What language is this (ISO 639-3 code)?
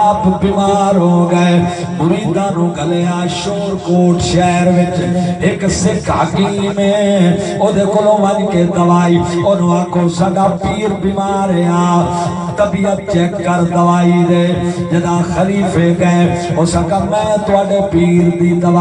skr